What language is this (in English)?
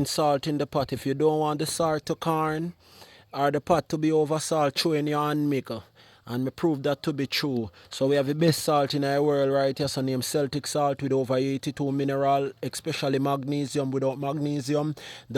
Jamaican Creole English